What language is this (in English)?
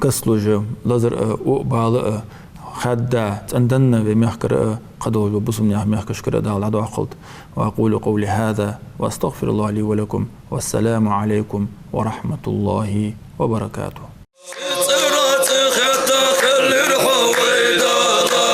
Ingush